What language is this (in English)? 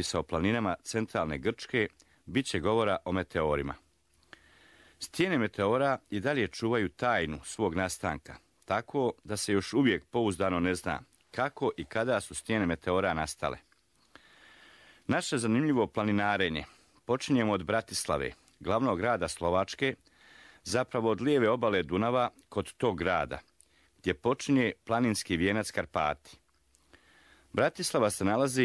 Croatian